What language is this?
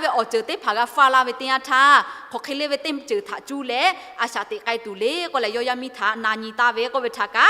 Lahu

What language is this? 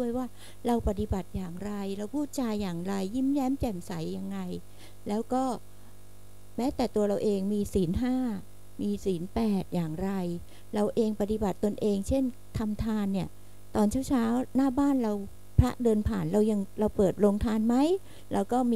Thai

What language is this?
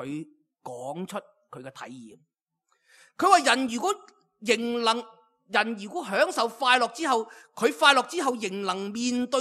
Cantonese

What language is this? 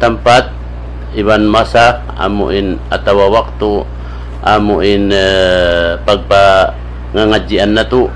Tausug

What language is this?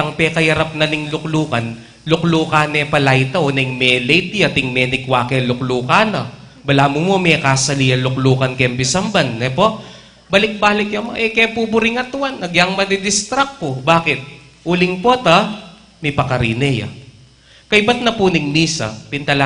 Pampanga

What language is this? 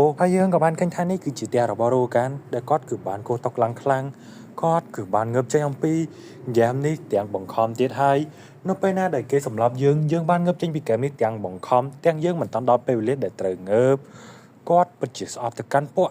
Khmer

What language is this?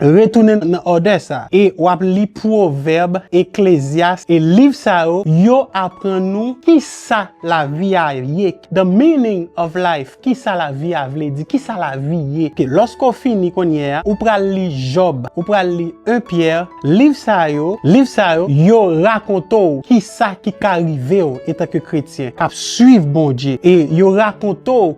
Haitian Creole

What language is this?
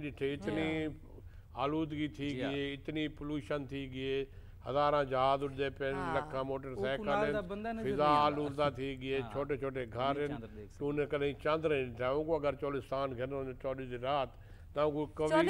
Saraiki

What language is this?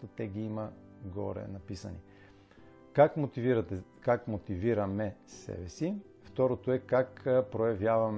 Bulgarian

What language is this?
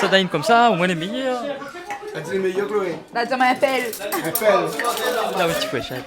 Réunion Creole French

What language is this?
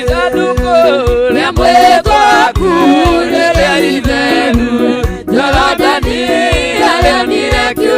Kikuyu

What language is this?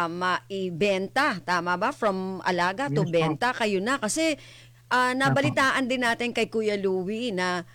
Filipino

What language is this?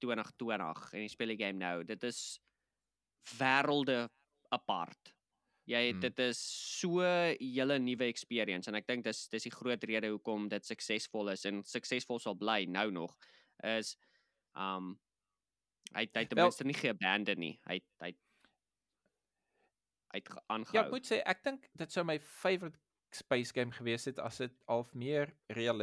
Afrikaans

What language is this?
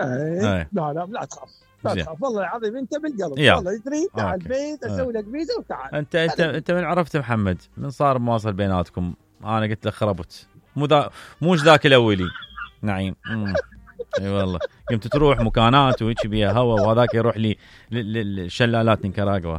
Mesopotamian Arabic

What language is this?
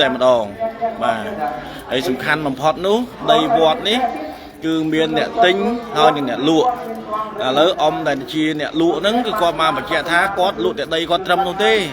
Khmer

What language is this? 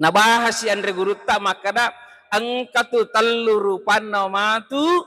Buginese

